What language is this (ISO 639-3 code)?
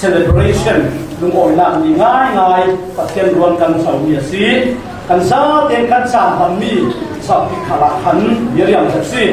cfm